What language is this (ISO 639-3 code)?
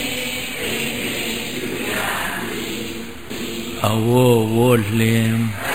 mya